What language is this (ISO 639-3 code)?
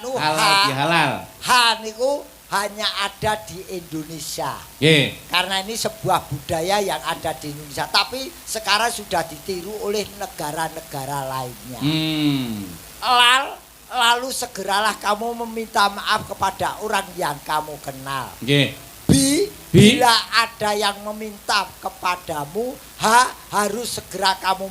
jav